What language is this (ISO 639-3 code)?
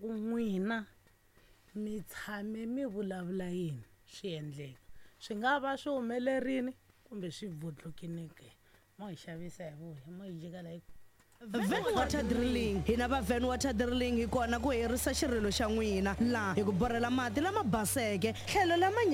tso